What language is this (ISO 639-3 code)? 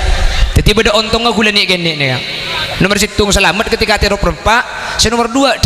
mad